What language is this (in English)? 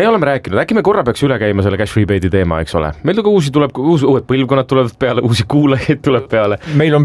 Estonian